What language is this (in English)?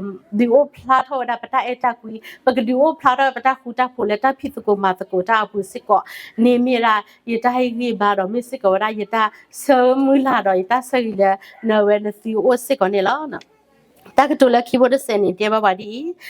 S'gaw Karen